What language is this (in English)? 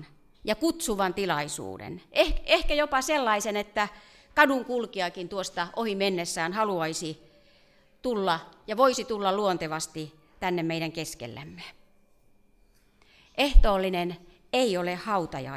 Finnish